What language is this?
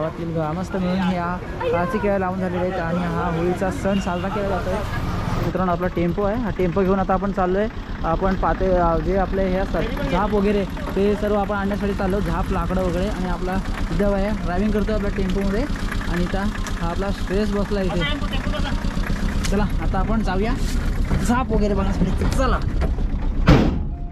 Marathi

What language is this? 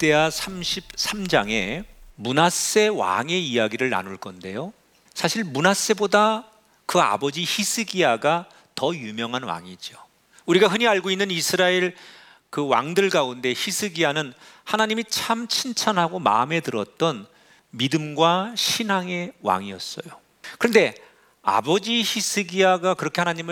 Korean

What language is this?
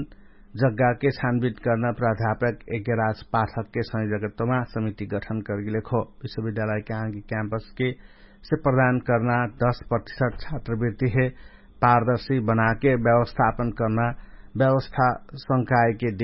Dangaura Tharu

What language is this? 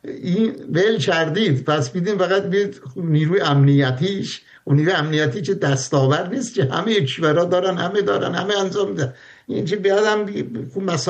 Persian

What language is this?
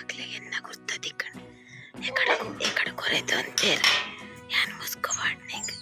Tulu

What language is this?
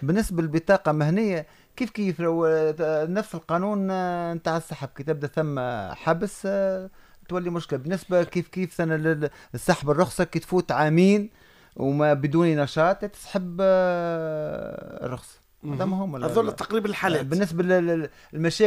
Tunisian Arabic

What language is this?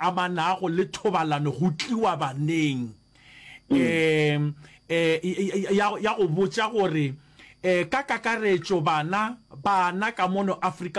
Northern Sotho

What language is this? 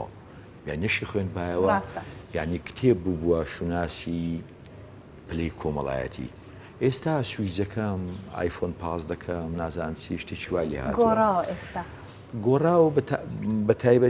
Central Kurdish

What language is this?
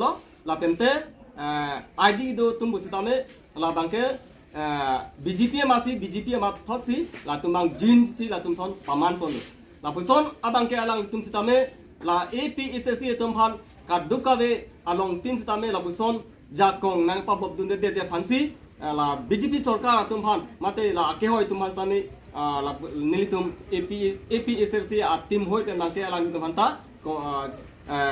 Karbi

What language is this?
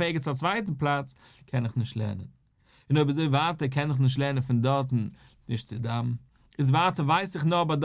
Yiddish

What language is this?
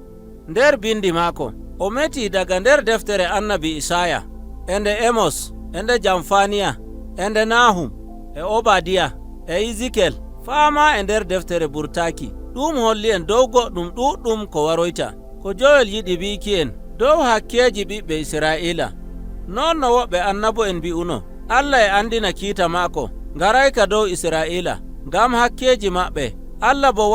Nigerian Fulfulde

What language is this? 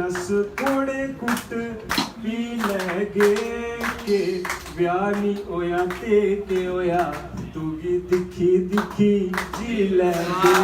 Dogri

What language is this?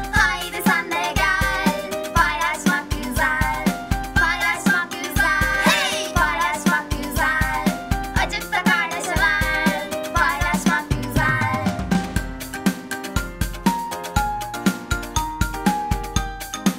Turkish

